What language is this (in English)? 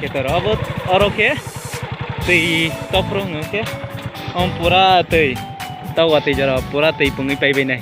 Kok Borok